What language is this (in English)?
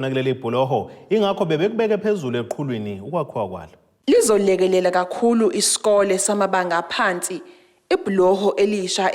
Zulu